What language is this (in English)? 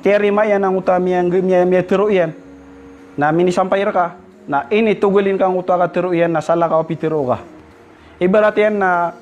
Maranao